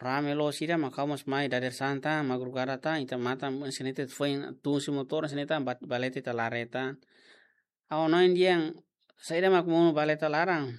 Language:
Tetum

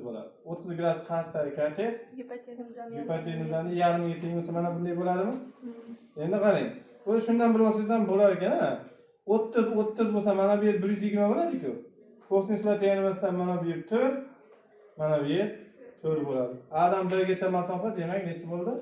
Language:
Uzbek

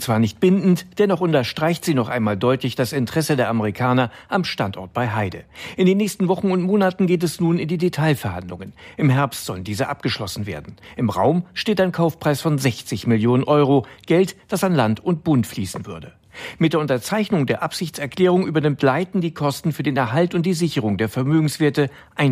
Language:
German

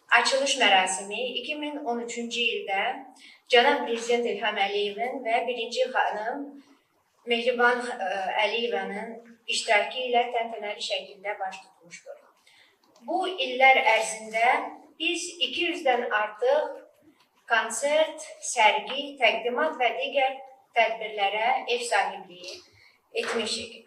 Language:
Azerbaijani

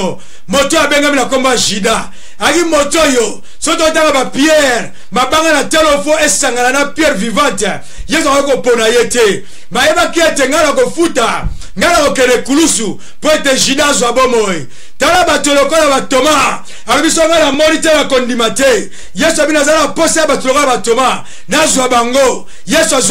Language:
Lingala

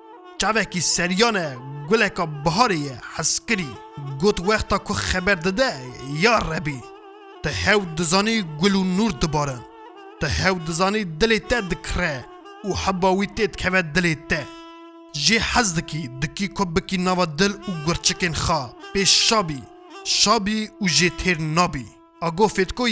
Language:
Kurdish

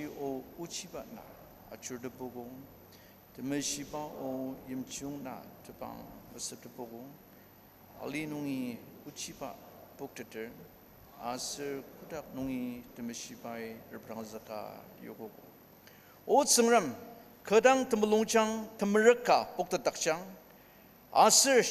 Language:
Ao Naga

